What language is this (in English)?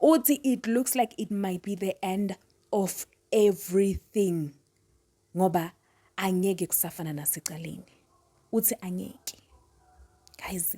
Zulu